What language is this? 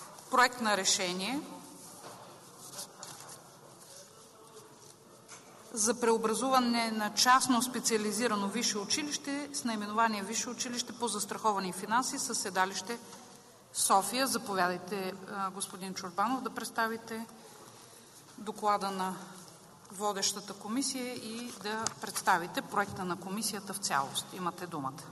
Bulgarian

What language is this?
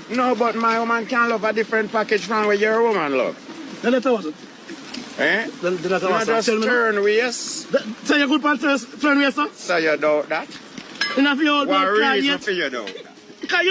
Jamaican Creole English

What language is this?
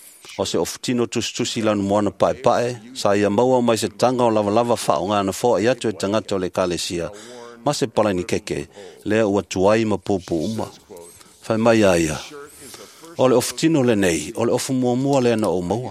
Samoan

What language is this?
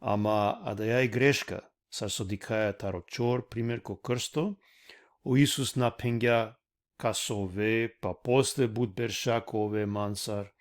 Balkan Romani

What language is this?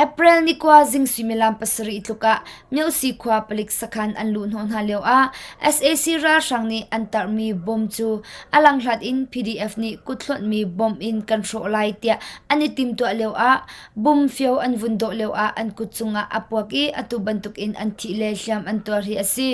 Hakha Chin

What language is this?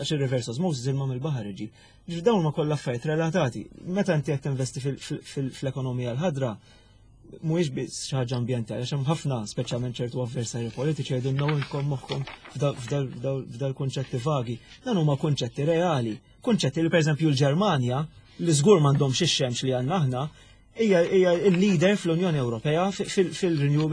Maltese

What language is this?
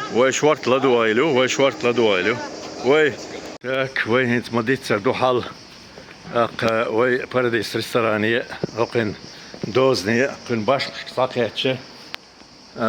Chechen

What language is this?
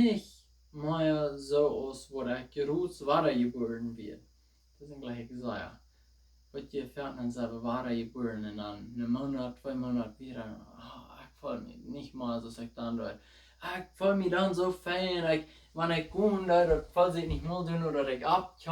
Plautdietsch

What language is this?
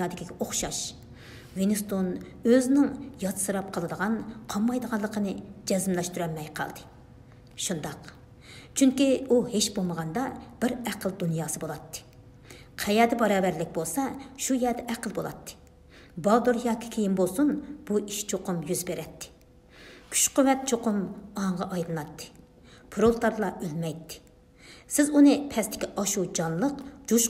Uyghur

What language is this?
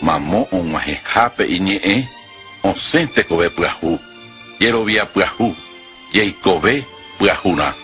Guarani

